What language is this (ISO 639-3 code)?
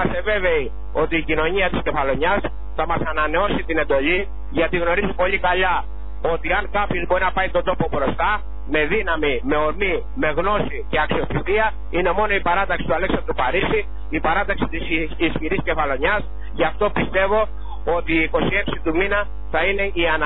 ell